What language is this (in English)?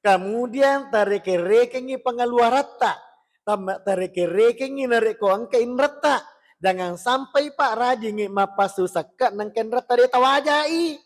Buginese